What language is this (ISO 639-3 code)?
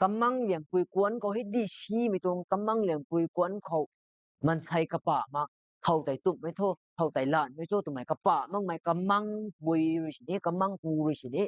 nbu